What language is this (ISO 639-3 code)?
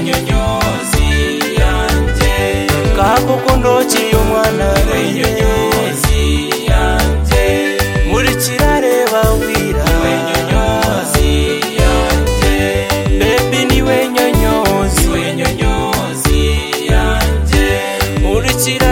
kin